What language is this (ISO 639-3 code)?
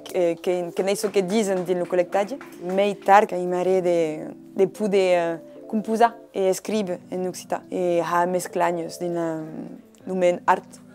oci